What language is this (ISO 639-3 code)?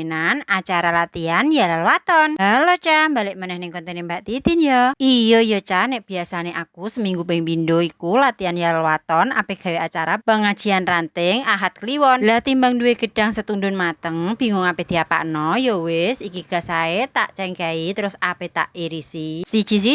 jav